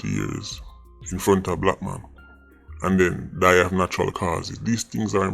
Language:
Jamaican Creole English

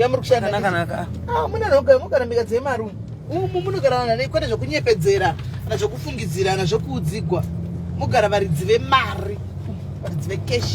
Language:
Shona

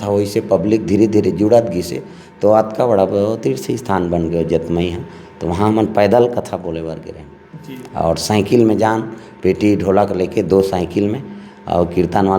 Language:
Chhattisgarhi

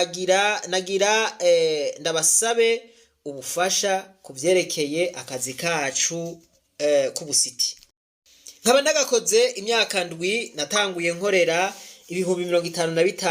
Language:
Rundi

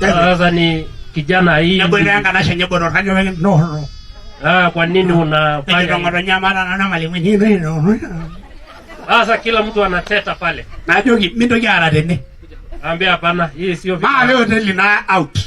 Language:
Masai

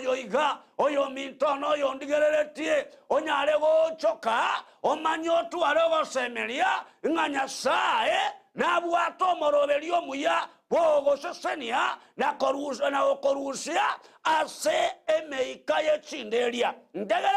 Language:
Gusii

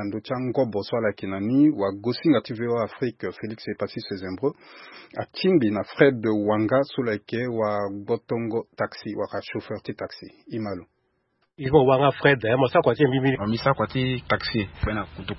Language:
Sango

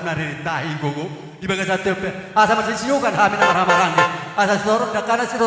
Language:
Batak Toba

